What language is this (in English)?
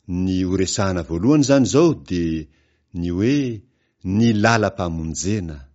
Malagasy